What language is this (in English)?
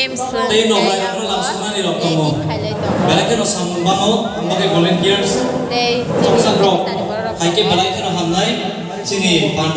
Kok Borok